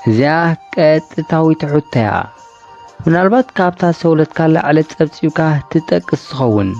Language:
Tigrinya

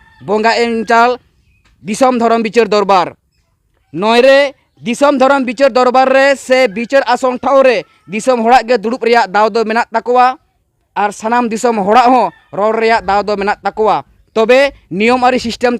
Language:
Santali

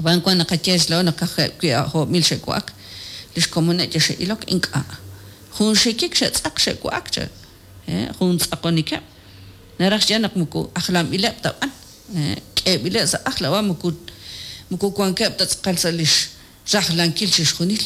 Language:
Kekchí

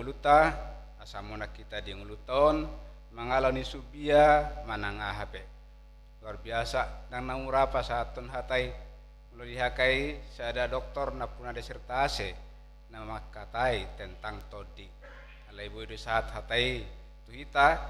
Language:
Batak Toba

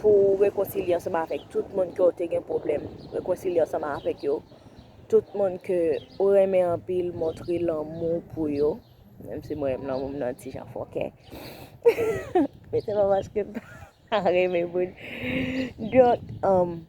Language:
Haitian Creole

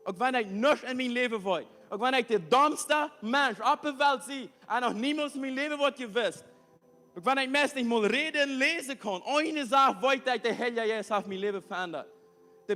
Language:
Plautdietsch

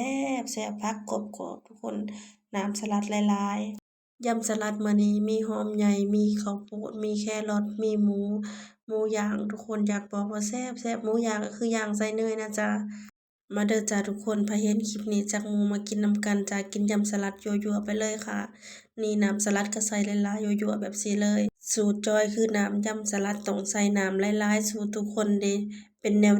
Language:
Lao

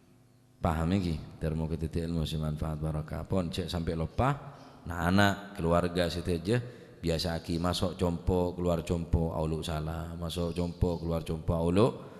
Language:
Madurese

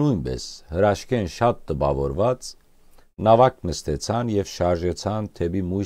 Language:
Western Armenian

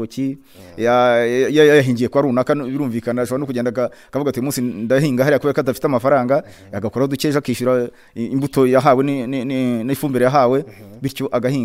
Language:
Kinyarwanda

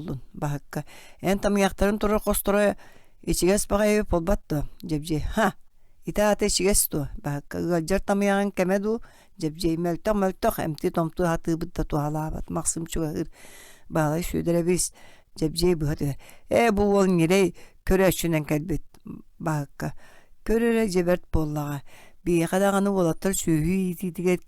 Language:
Yakut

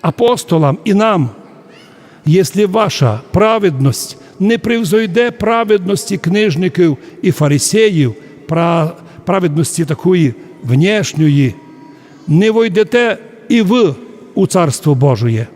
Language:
Rusyn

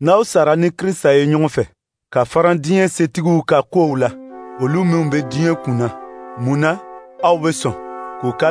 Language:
Dyula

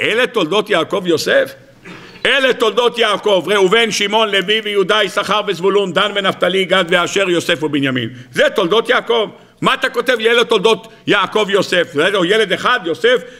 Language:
Hebrew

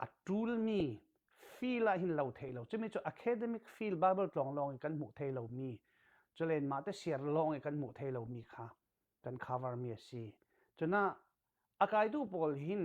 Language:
Falam Chin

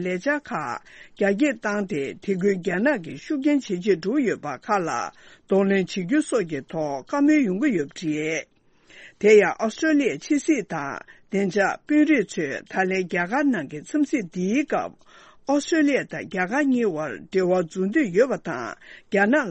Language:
Tibetan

